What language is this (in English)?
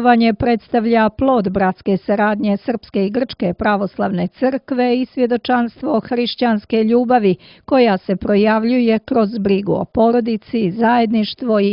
Serbian